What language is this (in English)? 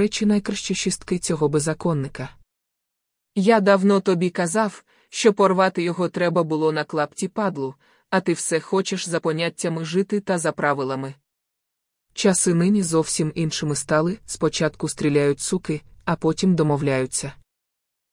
Ukrainian